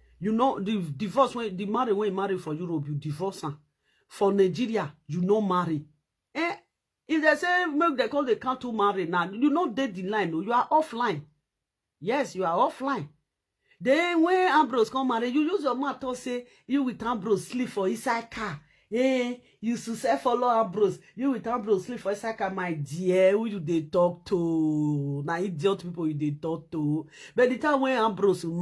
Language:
Nigerian Pidgin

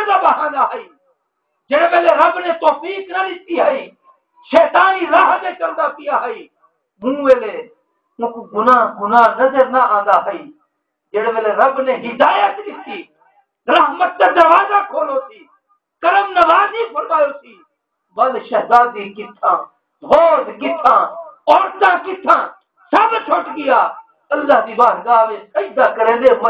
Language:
Saraiki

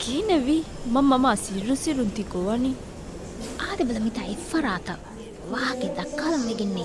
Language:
Divehi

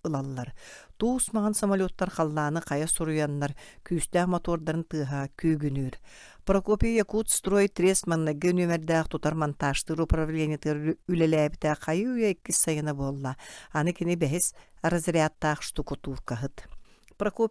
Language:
Yakut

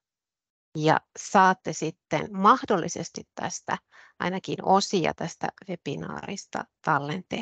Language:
Finnish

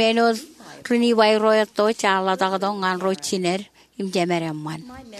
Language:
Marshallese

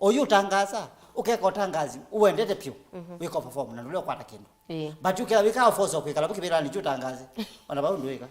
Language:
Kamba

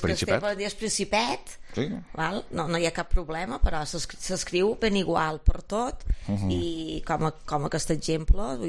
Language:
Catalan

